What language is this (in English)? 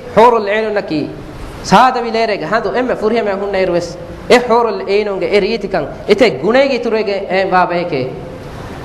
Divehi